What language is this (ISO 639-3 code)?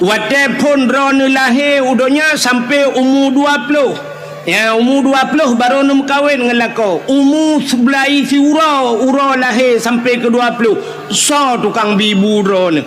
ace